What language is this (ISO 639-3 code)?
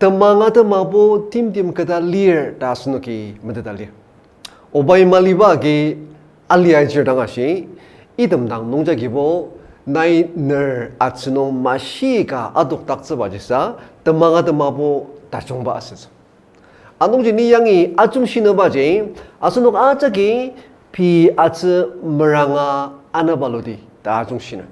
njo